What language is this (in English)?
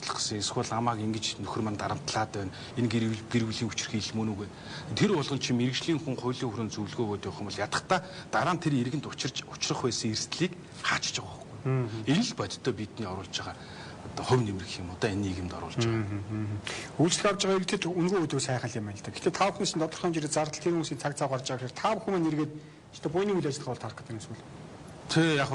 Mongolian